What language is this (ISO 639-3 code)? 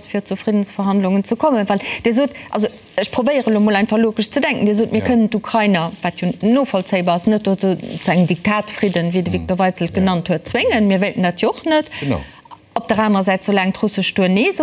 ltz